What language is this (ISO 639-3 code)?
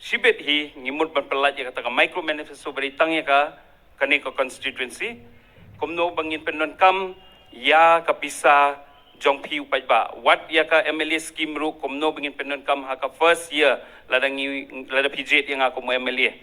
kha